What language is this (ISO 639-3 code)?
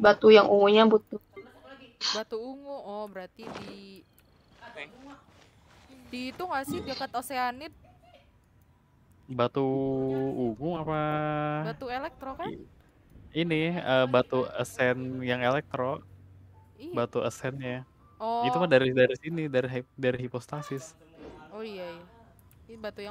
ind